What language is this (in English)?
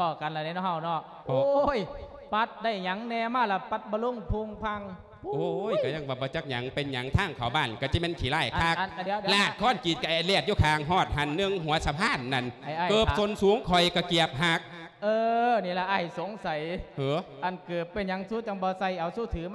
Lao